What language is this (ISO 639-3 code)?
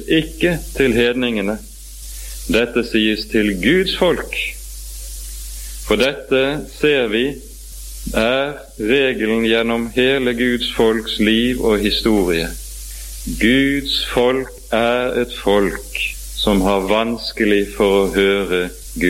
nor